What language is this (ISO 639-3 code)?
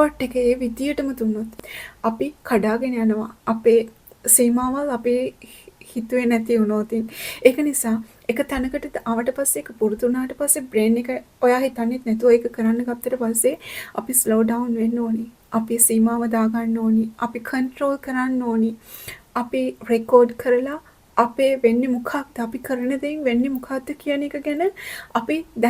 sin